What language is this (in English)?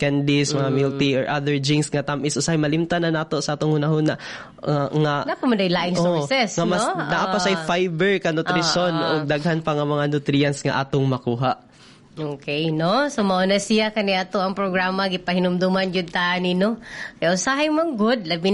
Cebuano